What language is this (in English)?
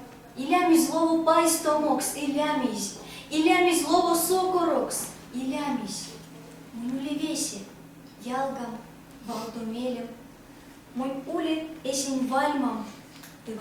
Erzya